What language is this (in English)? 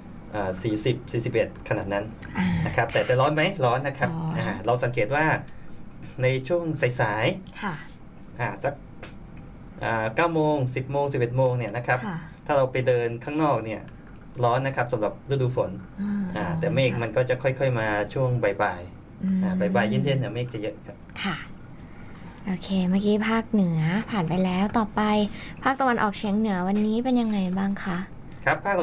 Thai